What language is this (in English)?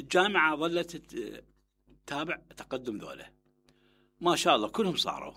Mesopotamian Arabic